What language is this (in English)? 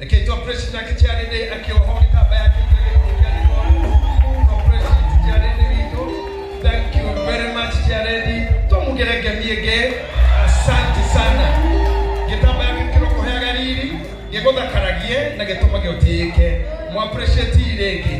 Kikuyu